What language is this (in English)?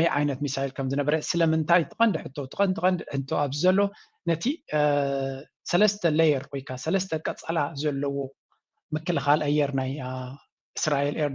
Tigrinya